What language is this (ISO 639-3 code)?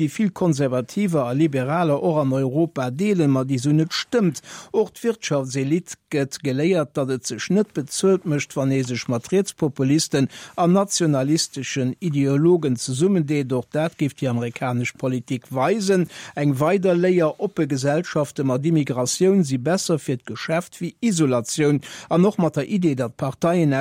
ltz